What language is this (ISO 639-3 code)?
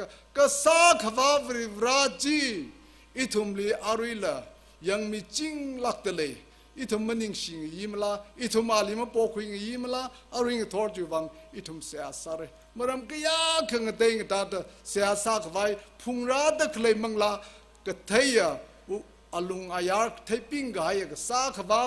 nmf